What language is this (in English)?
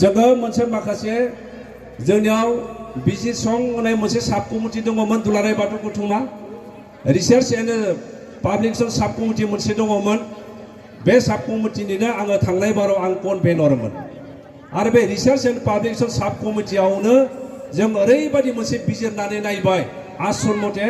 Bodo